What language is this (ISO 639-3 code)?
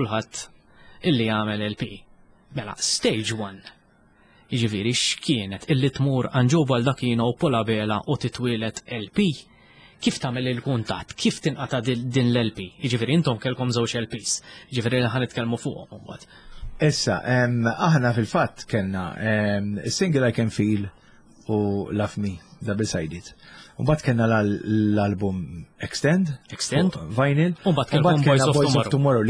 mlt